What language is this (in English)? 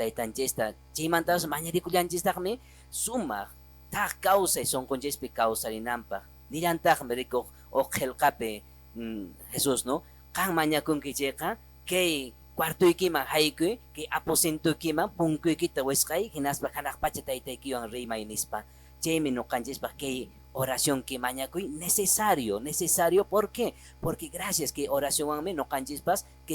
Quechua